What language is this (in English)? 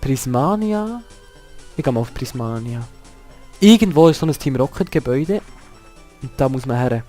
Swiss German